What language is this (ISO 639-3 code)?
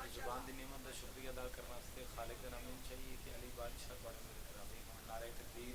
phr